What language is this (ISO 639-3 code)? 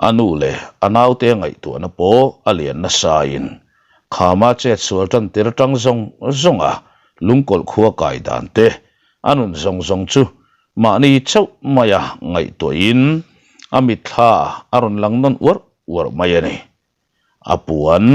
lus